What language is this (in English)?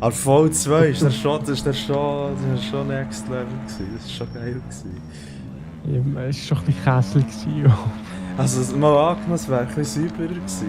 Swiss German